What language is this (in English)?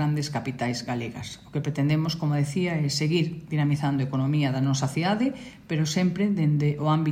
Galician